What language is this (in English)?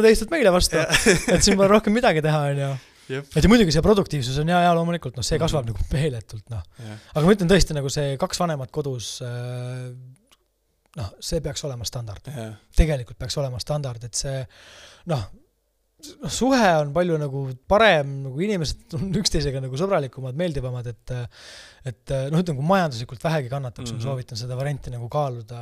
Estonian